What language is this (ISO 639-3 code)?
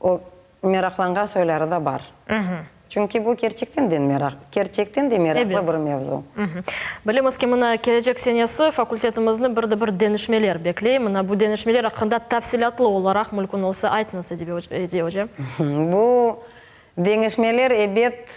crh